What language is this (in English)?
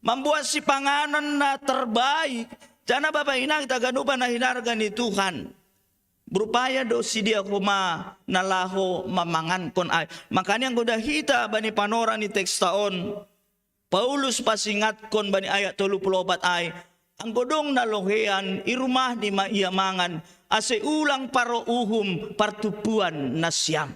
Batak Simalungun